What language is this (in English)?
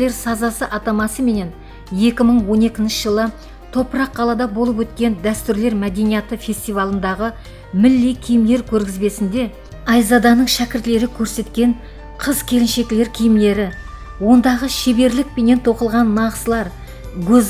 Kara-Kalpak